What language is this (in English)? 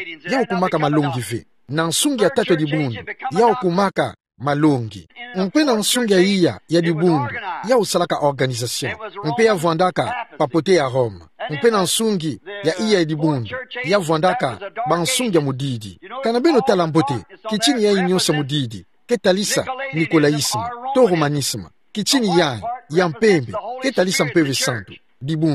Kituba (Democratic Republic of Congo)